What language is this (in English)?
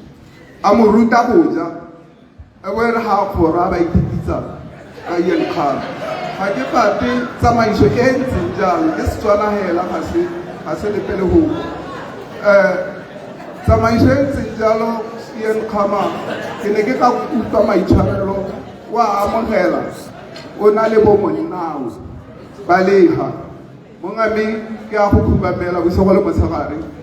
Tswana